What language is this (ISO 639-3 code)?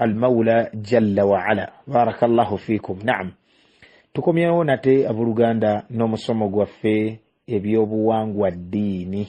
lug